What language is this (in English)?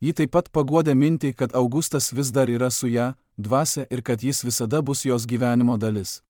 Lithuanian